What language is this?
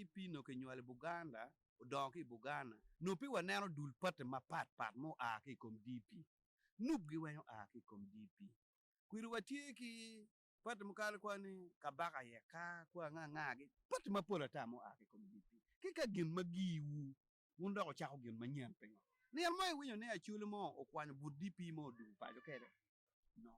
Acoli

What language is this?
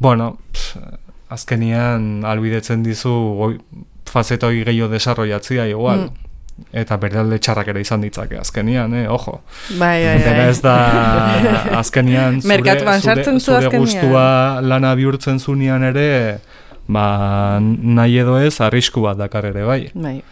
Basque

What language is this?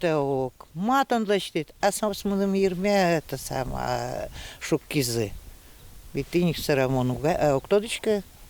Udmurt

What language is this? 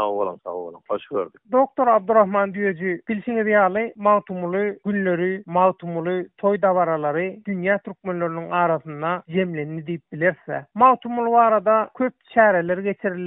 Turkmen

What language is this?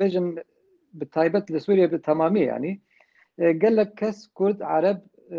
Kurdish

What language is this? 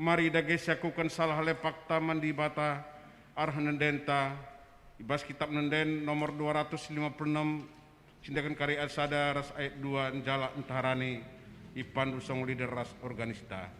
Batak Karo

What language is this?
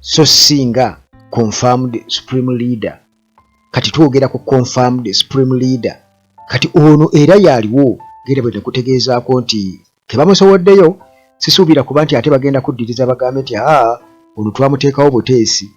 Ganda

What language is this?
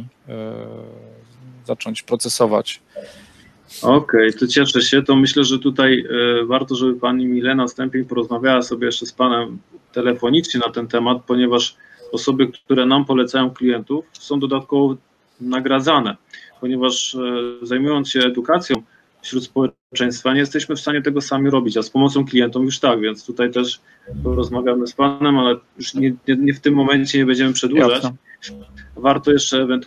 Polish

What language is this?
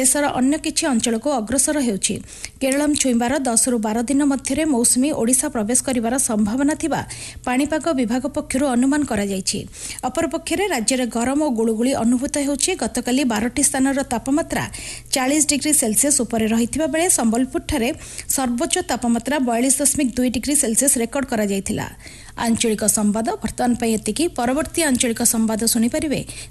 Odia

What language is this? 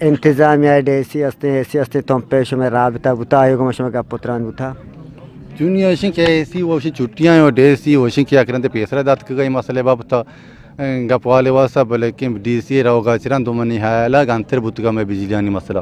Eastern Balochi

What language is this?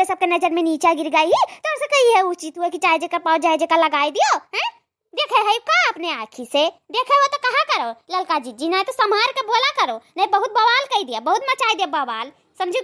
Awadhi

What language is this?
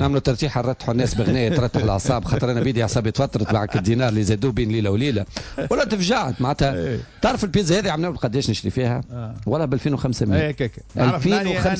Tunisian Arabic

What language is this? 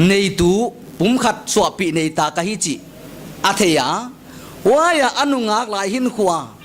Paite Chin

